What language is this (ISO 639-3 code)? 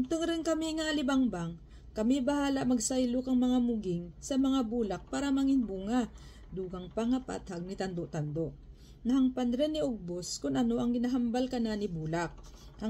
krj